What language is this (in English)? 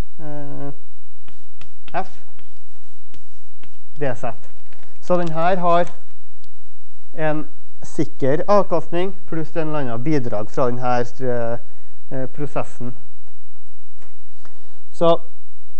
Norwegian